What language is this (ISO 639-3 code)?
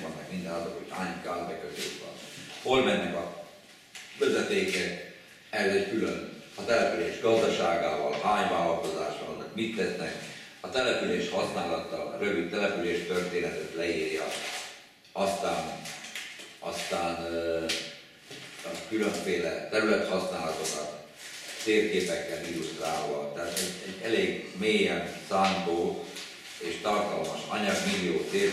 hun